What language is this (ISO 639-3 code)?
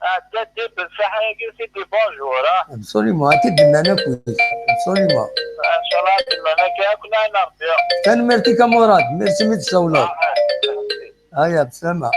kab